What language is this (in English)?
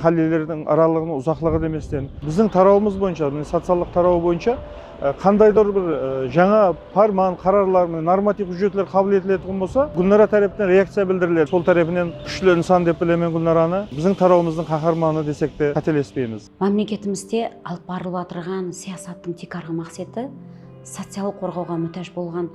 Kara-Kalpak